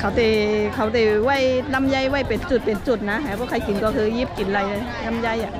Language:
Shan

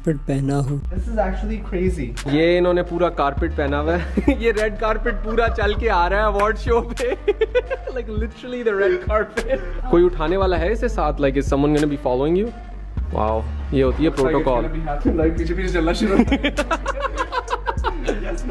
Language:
Hindi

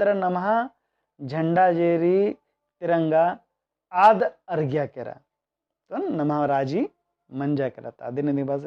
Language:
Kurukh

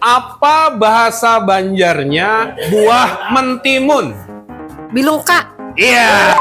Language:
Banjar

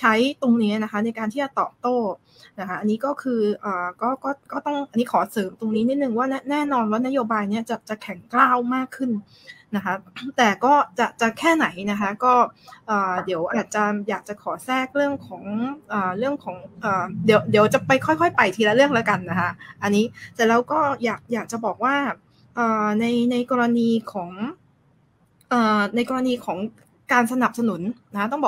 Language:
Thai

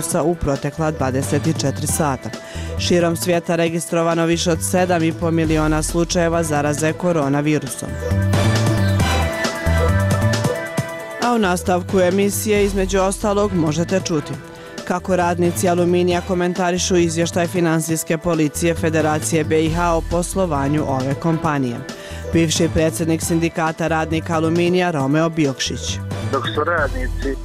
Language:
Bosnian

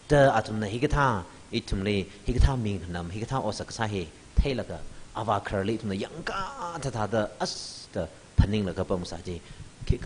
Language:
Tangkhul Naga (India)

